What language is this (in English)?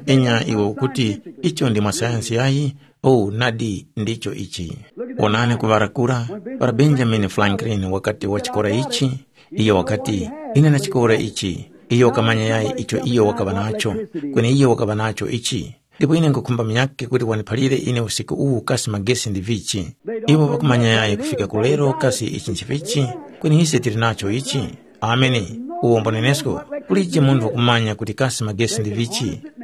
Tumbuka